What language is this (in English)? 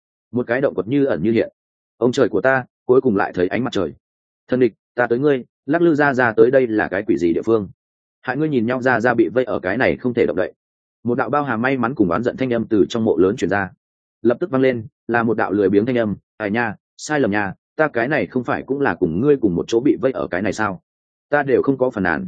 Vietnamese